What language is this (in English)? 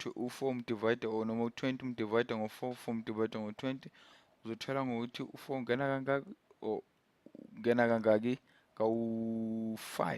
Zulu